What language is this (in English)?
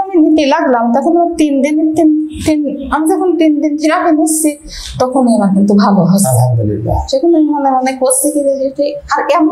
Bangla